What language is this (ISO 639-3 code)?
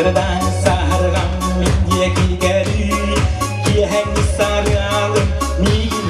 sah